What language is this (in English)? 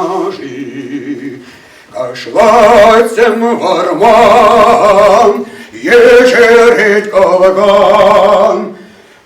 Chuvash